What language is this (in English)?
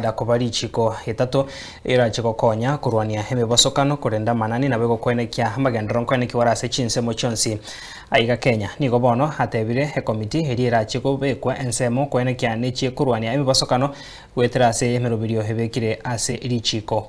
Gusii